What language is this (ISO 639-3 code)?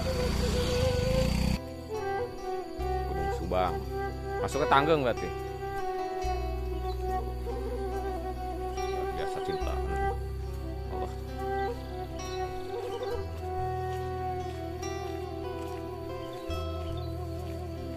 ind